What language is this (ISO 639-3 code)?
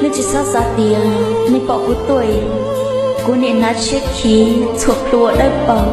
hmn